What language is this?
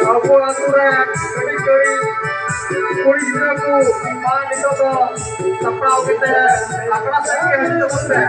Santali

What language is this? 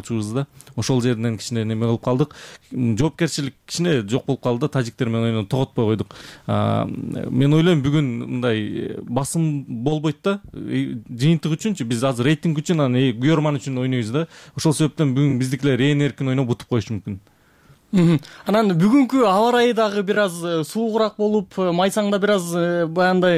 Kyrgyz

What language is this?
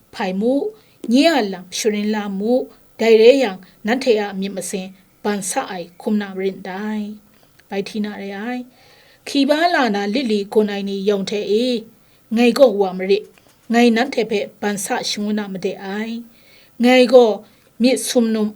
Kachin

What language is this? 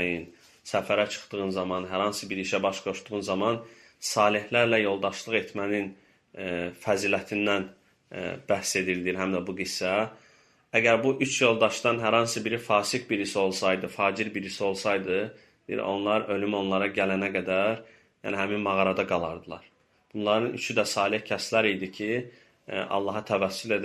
Azerbaijani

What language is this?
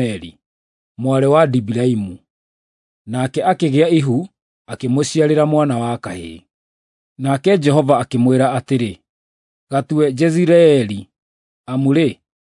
Kikuyu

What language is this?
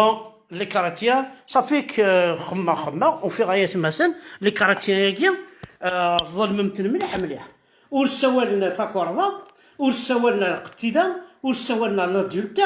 Kabyle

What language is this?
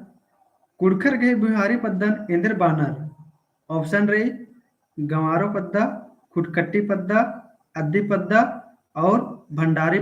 Kurukh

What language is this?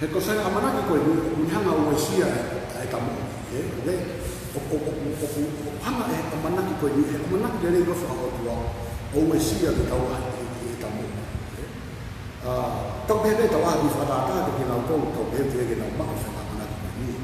Tongan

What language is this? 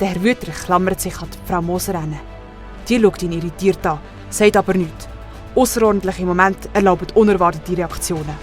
Swiss German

